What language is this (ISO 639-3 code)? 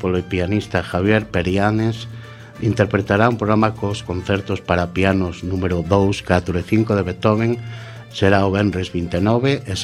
glg